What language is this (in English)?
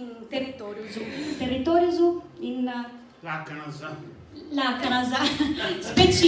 Sardinian